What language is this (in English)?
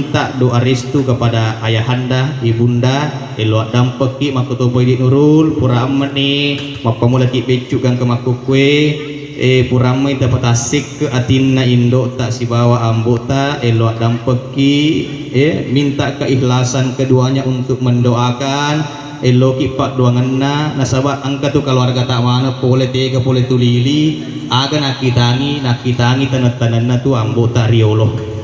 Buginese